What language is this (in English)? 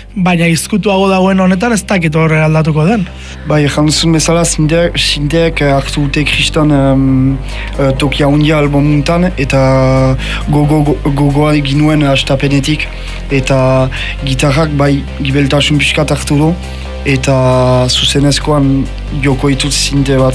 Basque